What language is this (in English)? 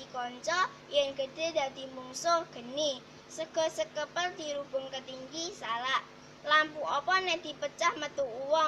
Javanese